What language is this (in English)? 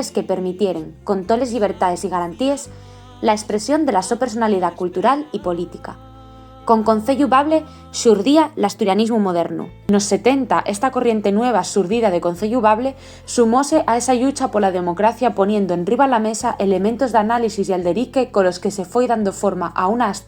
Asturian